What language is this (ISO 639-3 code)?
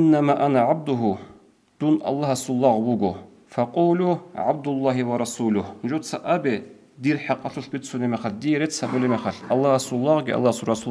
ava